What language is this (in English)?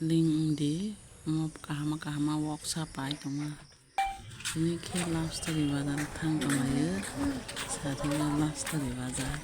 Kok Borok